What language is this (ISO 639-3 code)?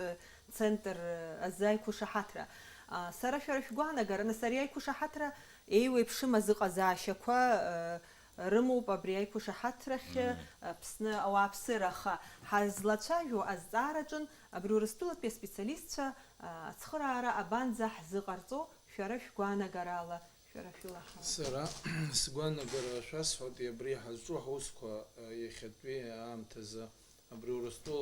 abk